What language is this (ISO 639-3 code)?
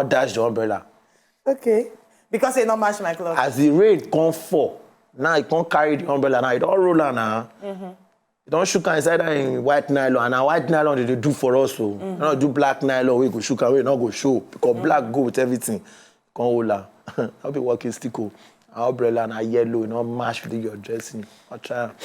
pcm